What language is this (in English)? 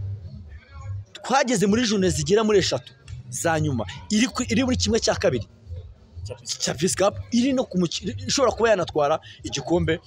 Kinyarwanda